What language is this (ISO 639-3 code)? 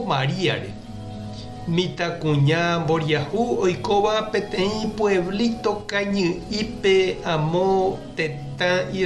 grn